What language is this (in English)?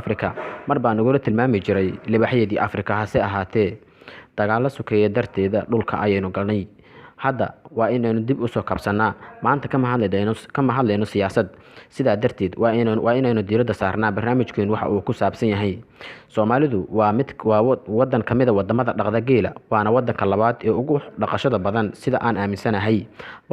Somali